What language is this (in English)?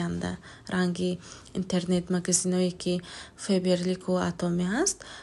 Tajik